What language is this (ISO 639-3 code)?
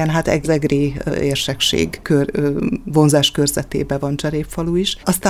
hun